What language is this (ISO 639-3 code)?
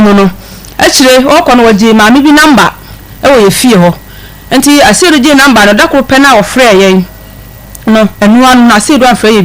aka